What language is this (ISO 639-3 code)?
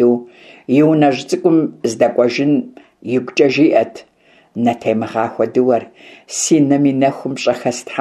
kbd